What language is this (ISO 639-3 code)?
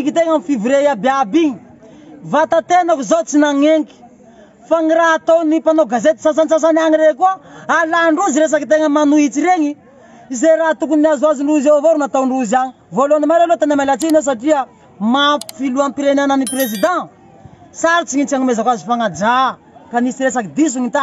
mlg